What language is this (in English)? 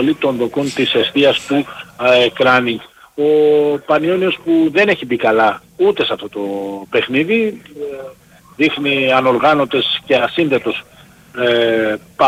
Greek